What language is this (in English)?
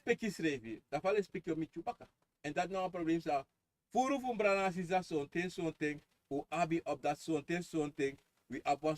Sranan Tongo